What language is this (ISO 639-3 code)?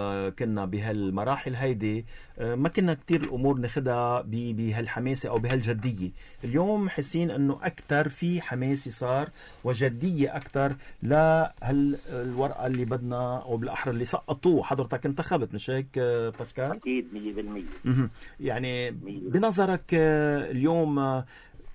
apc